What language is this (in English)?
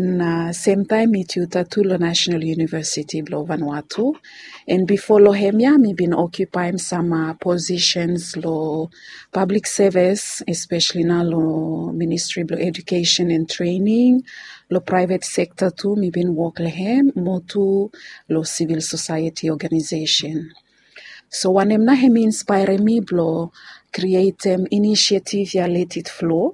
Bislama